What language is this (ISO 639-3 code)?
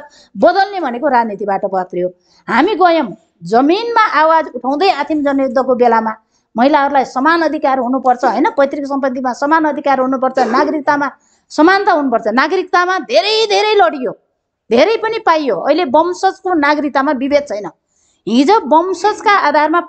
nep